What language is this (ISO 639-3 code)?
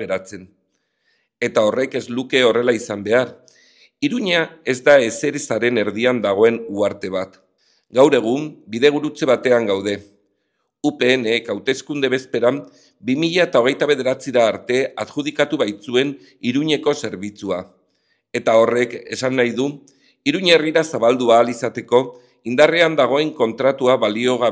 eus